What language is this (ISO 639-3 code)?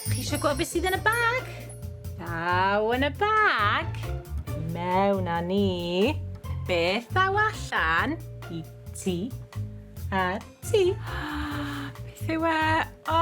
cym